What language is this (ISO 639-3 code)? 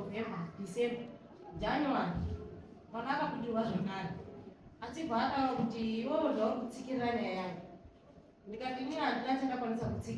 sna